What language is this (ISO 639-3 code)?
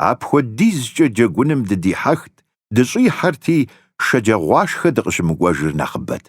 kbd